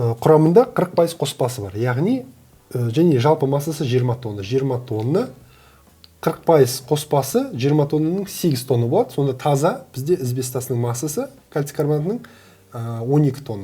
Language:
Kazakh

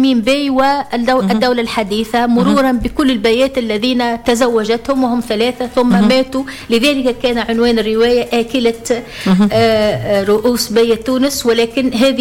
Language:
Tunisian Arabic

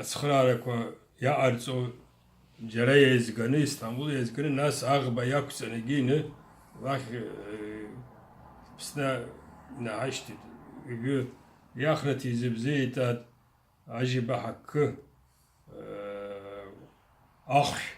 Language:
Abkhazian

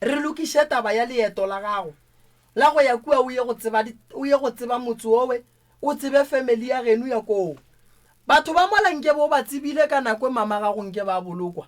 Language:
Northern Sotho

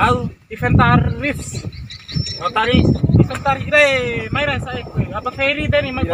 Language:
Bima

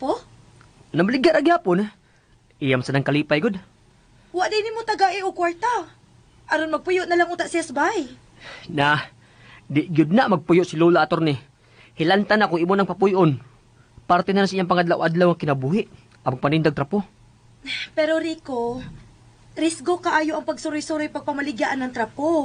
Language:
Cebuano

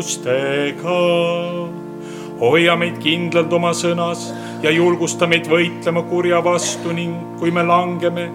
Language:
Estonian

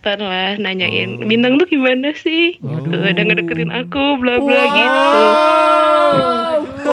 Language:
Indonesian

